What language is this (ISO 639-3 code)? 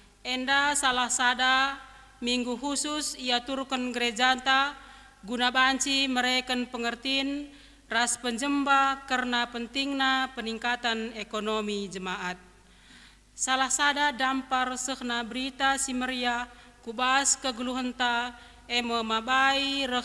btx